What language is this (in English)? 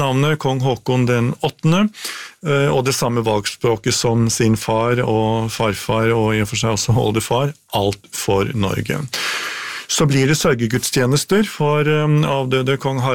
Norwegian